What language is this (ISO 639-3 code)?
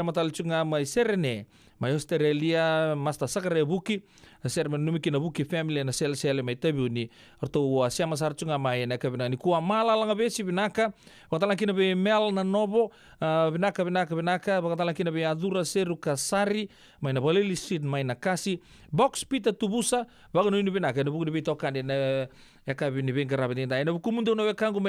fij